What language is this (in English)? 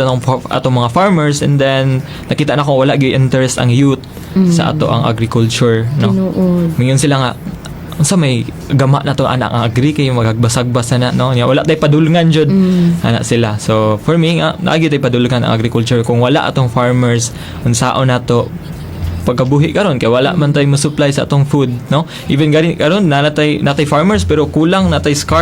Cebuano